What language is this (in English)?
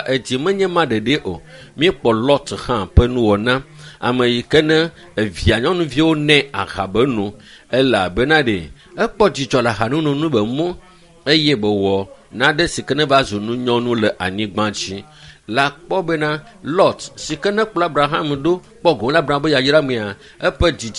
Ewe